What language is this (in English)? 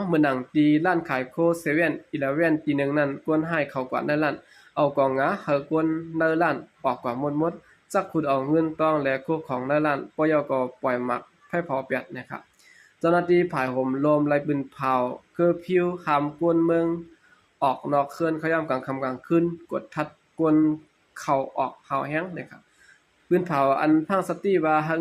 Shan